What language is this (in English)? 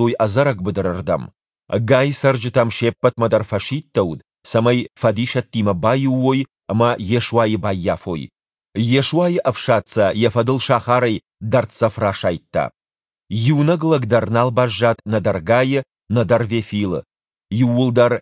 Ossetic